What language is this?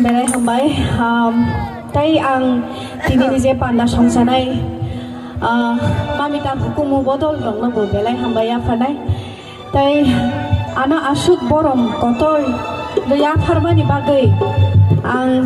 Kok Borok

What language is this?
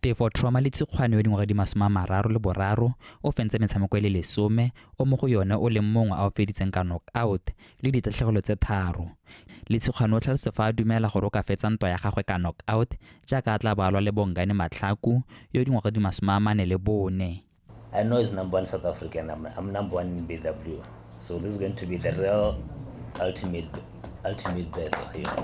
Tswana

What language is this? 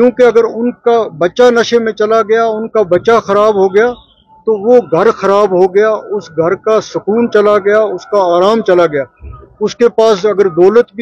Urdu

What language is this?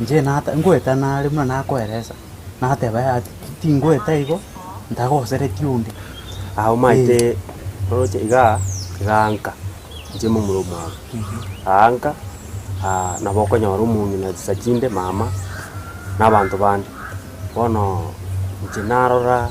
Gusii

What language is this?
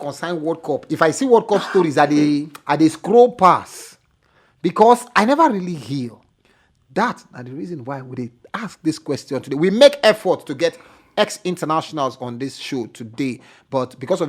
Nigerian Pidgin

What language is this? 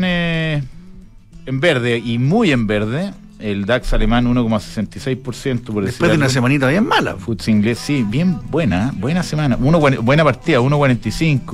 Spanish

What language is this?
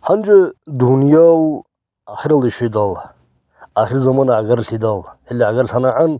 Avaric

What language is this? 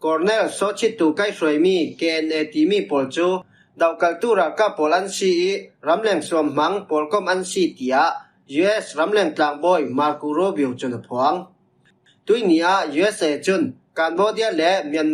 Falam Chin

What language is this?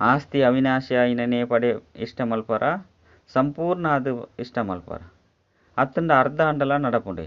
Tulu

